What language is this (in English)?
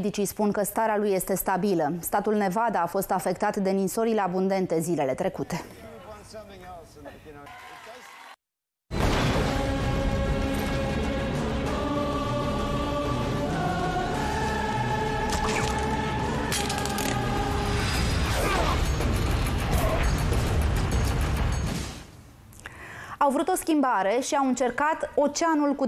Romanian